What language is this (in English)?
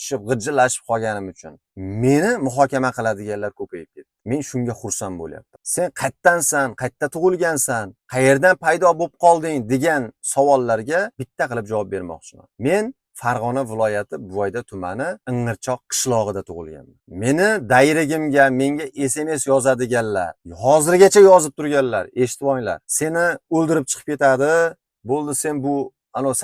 Uzbek